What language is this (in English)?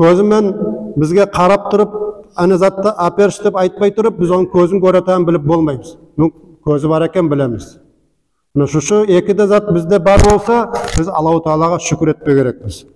Nogai